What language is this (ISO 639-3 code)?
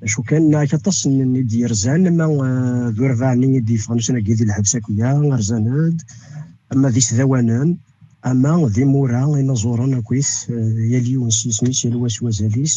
kab